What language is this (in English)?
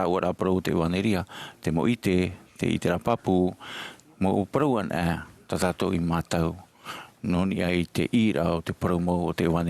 Tahitian